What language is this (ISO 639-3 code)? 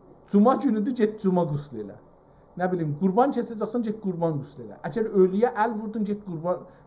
azb